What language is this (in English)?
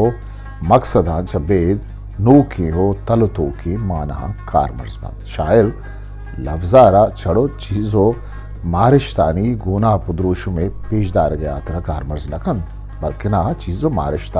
Eastern Balochi